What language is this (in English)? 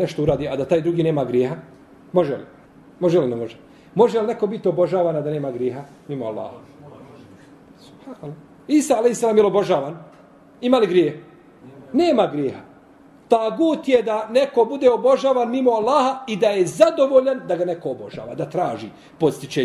Bosnian